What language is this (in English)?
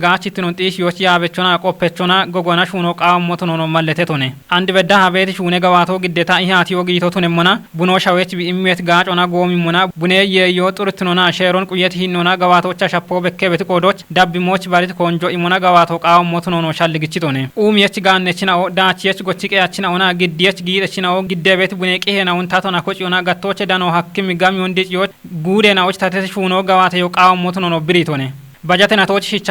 Kafa